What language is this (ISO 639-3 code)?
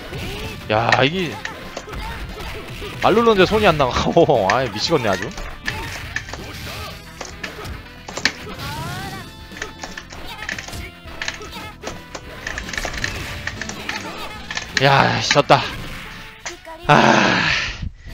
kor